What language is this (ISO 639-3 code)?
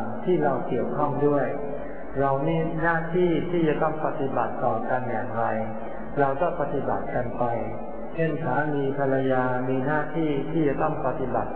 tha